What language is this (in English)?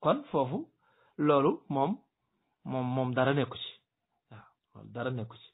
Wolof